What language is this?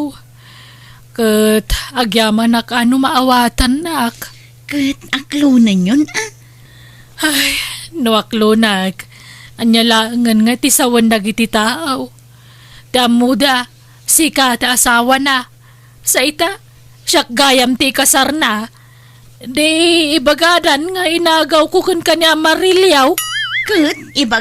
Iloko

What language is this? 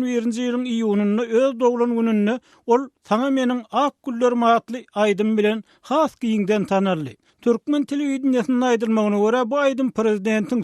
Turkmen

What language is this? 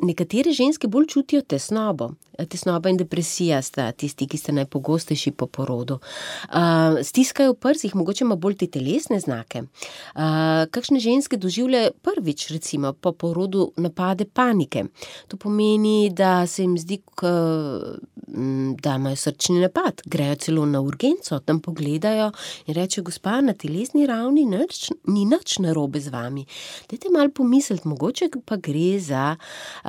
Slovenian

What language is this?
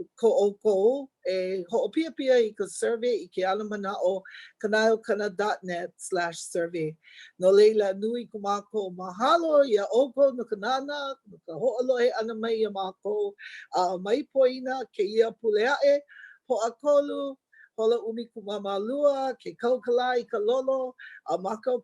Hawaiian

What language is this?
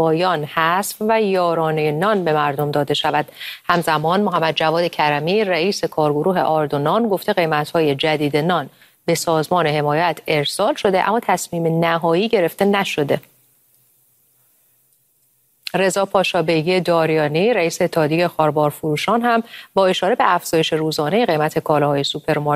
Persian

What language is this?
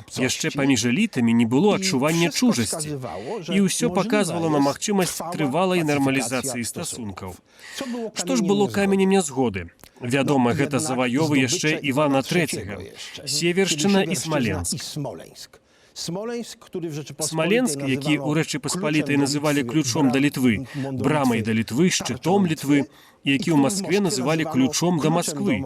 Belarusian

